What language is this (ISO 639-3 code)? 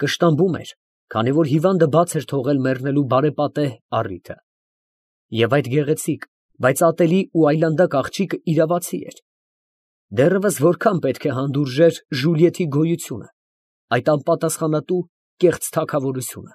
hye